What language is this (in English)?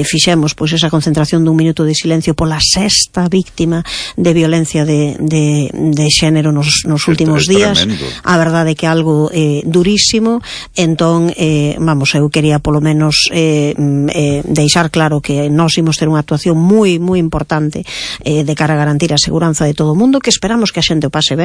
Galician